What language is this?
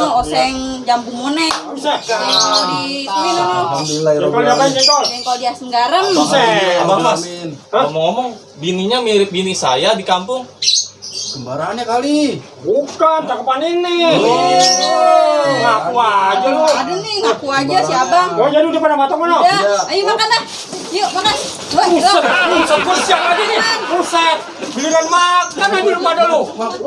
Betawi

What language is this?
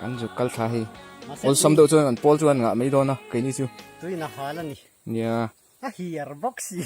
Mizo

